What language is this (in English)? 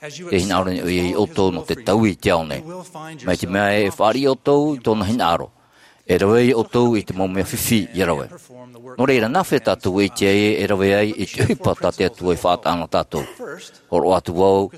Tahitian